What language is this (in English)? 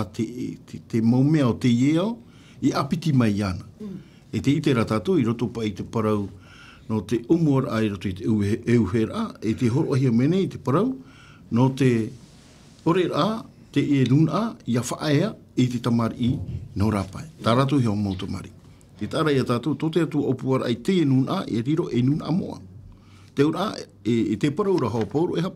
Tahitian